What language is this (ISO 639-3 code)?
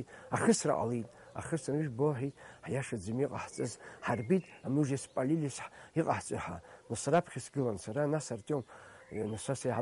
abk